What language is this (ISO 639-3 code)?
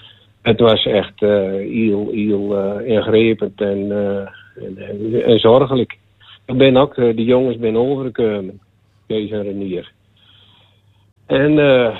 nld